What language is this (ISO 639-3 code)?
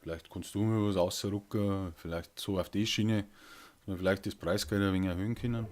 bar